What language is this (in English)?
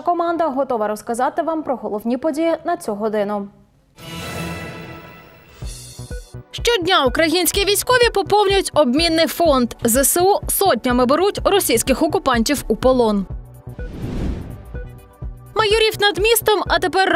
Ukrainian